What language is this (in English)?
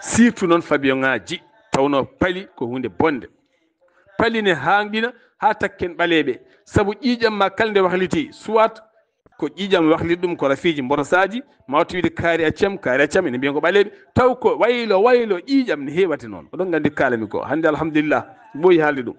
Fula